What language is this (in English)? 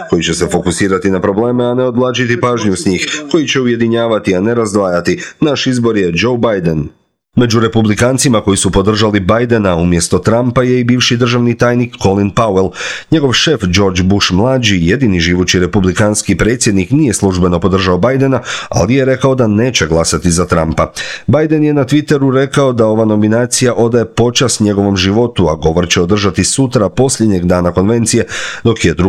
Croatian